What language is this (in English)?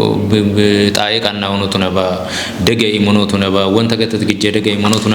Kafa